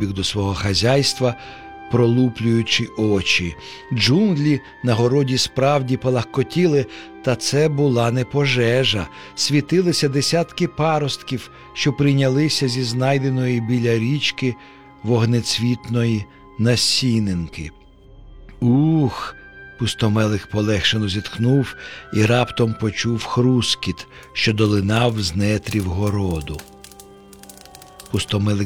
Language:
Ukrainian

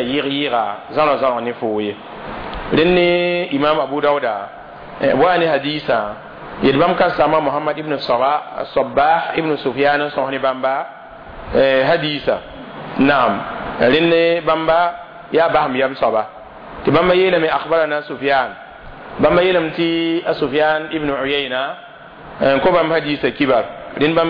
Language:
Mossi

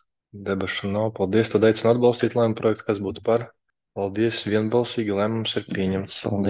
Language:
Latvian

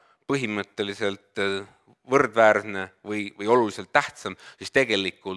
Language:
Estonian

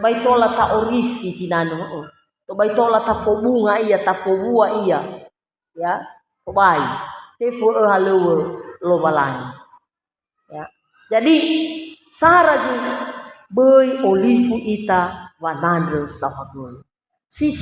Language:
Nias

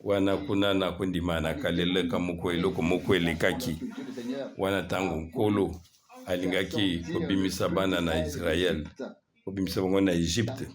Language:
Lingala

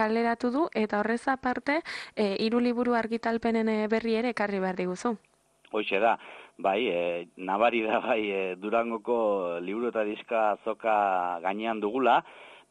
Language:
Basque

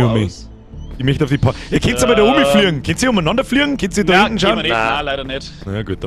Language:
Bavarian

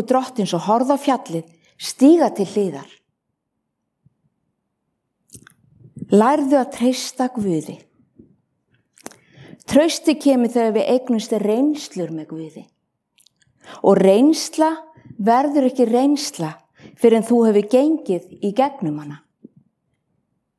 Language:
Icelandic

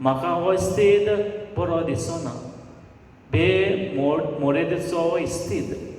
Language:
Konkani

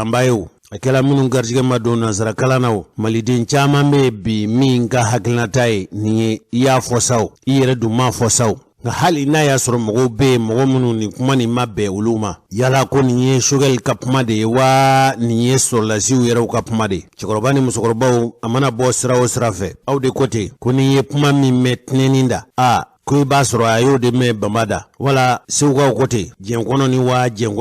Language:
Bambara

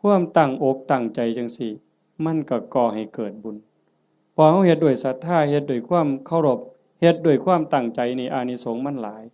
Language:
Northeastern Thai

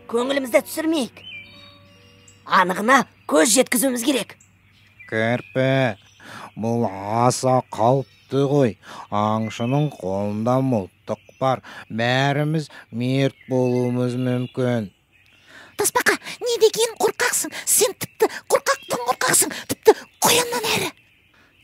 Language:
Kazakh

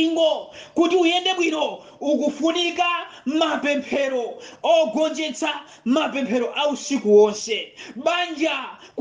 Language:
Nyanja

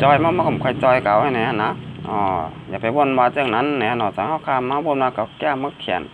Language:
Shan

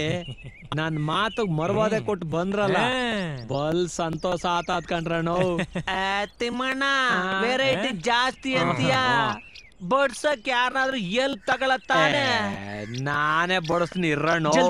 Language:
Kannada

